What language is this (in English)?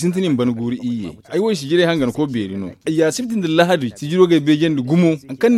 Zarma